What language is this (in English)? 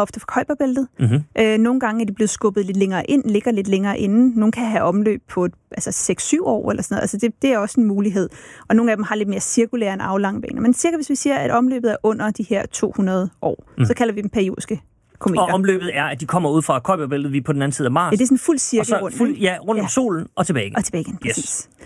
Danish